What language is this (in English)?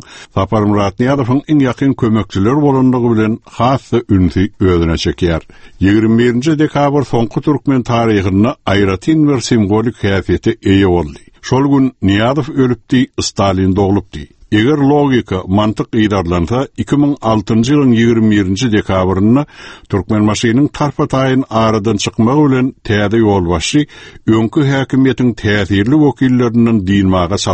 Turkmen